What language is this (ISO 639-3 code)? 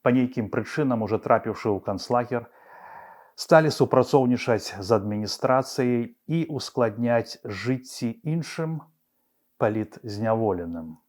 bel